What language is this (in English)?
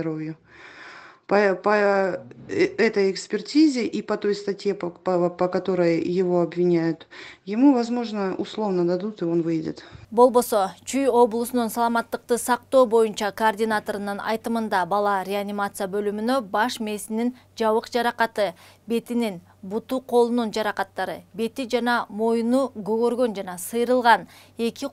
Kyrgyz